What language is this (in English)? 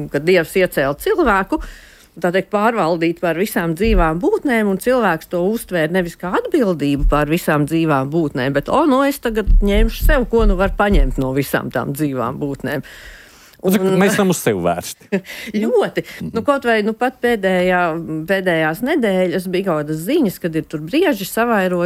Latvian